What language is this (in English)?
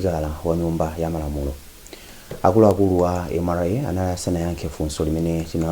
Nyanja